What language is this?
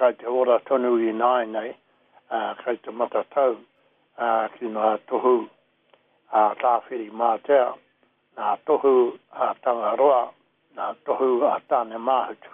Māori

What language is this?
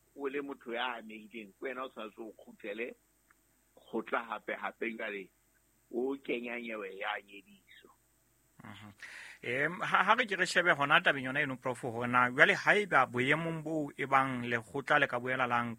Southern Sotho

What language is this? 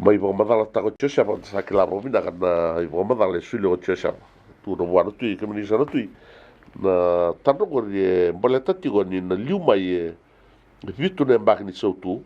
Fijian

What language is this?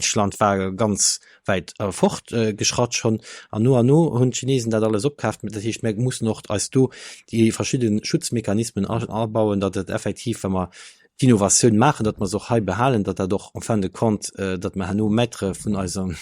Luxembourgish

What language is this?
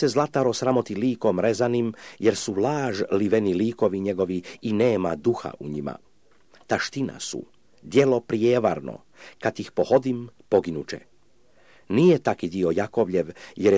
Croatian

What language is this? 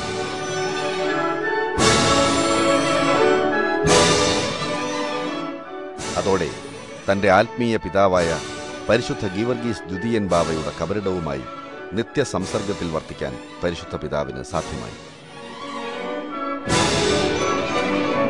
Malayalam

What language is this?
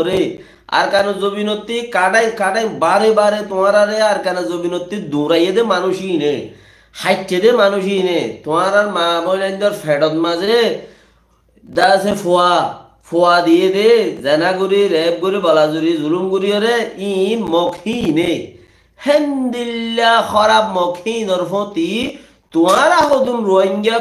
Rohingya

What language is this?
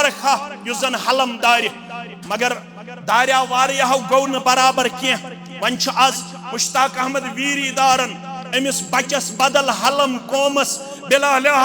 Kashmiri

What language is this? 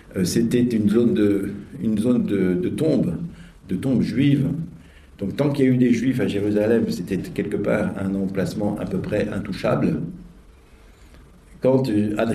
French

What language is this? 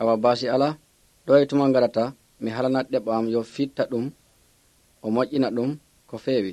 Nigerian Fulfulde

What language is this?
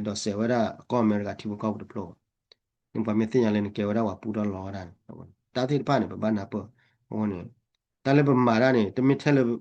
S'gaw Karen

